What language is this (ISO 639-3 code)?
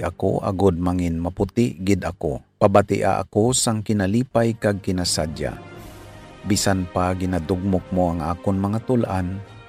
hil